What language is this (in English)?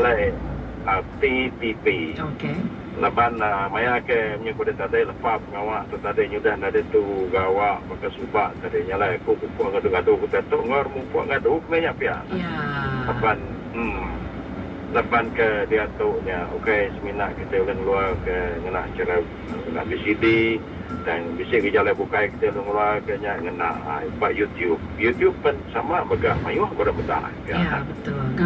Iban